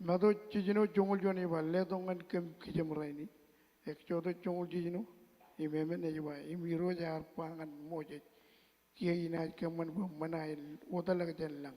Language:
Marshallese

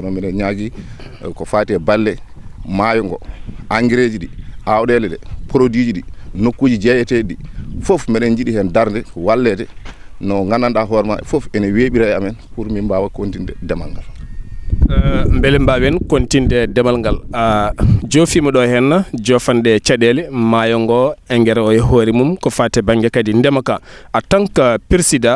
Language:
Fula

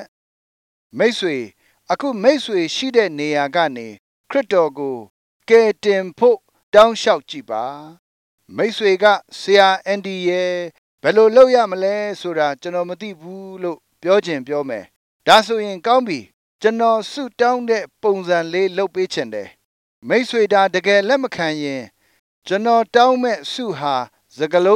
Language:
Burmese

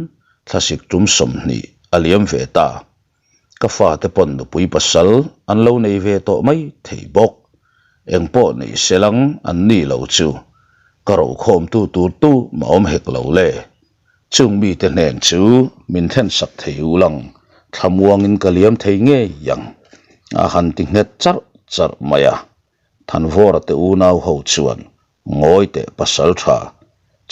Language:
Mizo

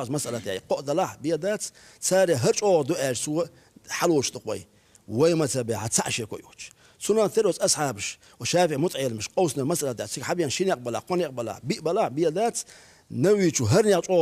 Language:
Chechen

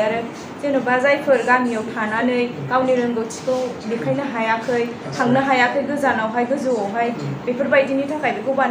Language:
Bodo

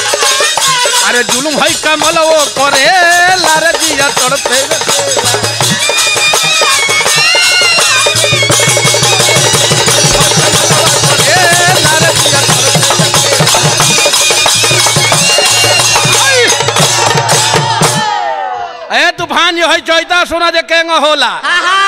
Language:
Bhojpuri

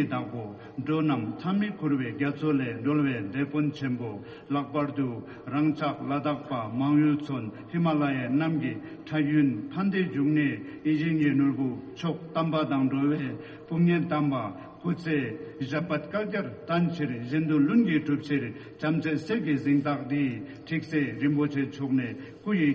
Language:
Tibetan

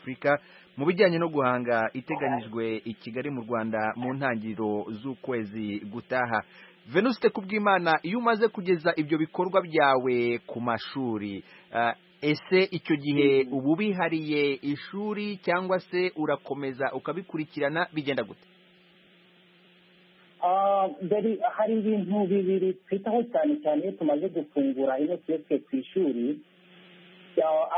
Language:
Kinyarwanda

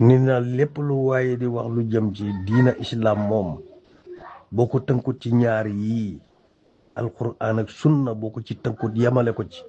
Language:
Wolof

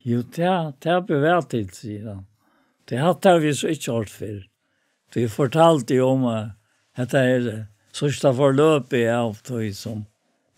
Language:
Faroese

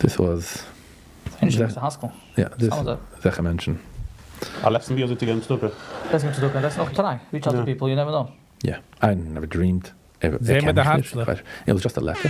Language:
Yiddish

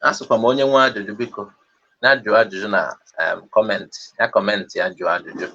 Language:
Igbo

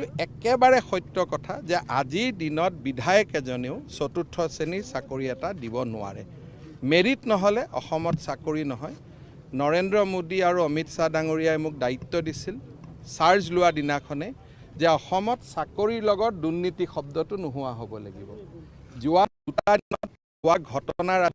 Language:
Assamese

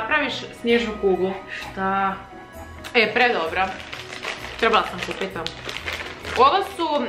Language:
Croatian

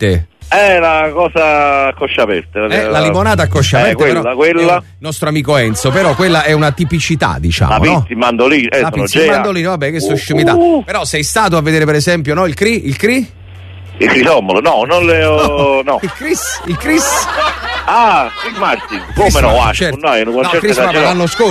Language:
Italian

